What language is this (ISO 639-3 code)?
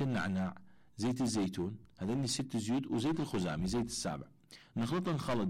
acm